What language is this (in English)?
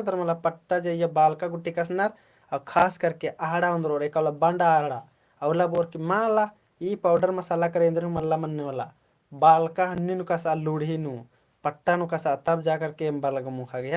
Kurukh